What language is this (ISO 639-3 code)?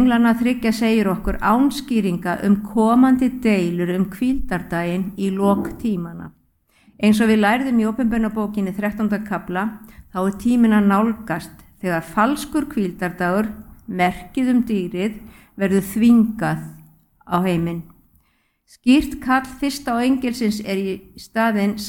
isl